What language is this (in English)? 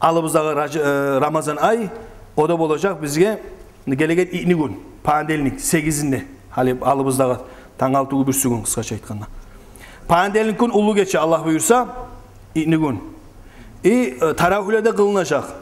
Kumyk